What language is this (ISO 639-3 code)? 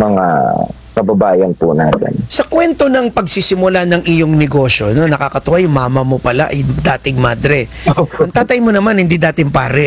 fil